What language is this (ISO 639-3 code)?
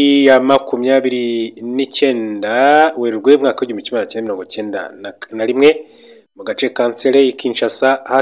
kin